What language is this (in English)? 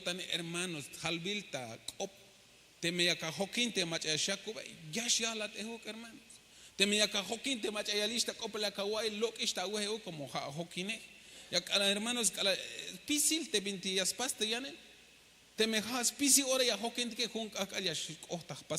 Tzeltal